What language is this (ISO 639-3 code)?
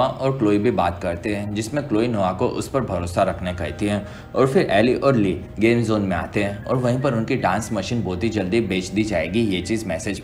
hin